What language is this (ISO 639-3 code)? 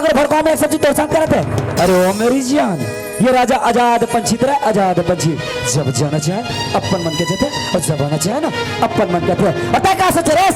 hne